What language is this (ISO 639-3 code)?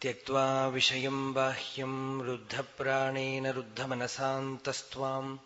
san